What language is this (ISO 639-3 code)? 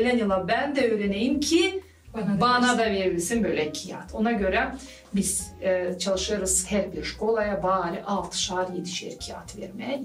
gag